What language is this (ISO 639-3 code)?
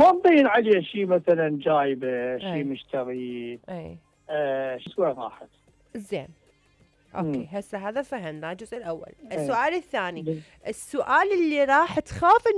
acm